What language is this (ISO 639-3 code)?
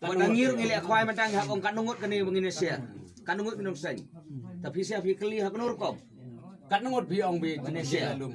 kha